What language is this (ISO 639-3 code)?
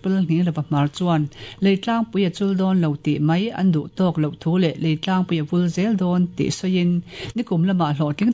lus